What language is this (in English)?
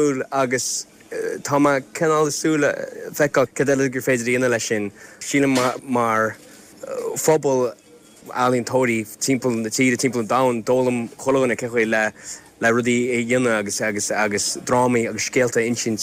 Irish